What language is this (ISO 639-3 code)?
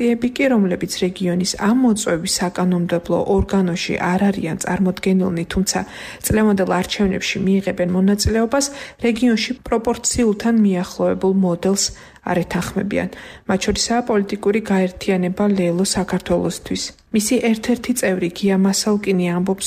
kat